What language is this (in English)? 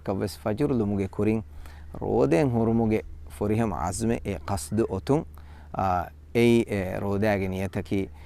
Divehi